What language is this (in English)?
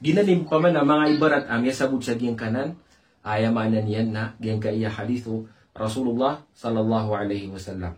Maranao